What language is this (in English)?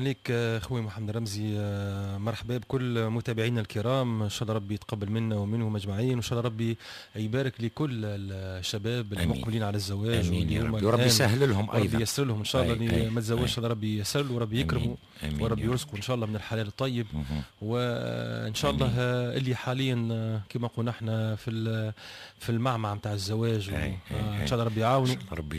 Tunisian Arabic